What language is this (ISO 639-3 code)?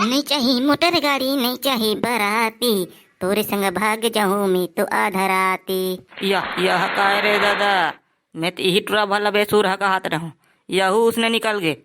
hne